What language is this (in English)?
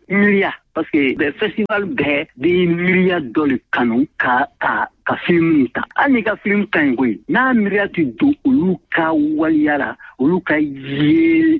Bambara